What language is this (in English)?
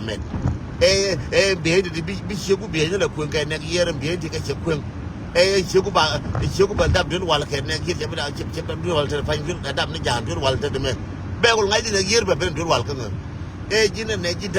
Nuer